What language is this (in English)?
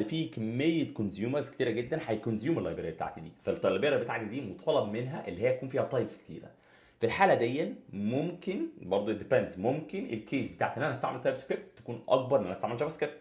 Egyptian Arabic